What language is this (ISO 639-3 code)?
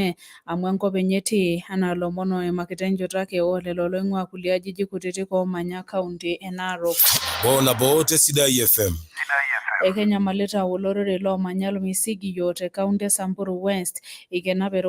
mas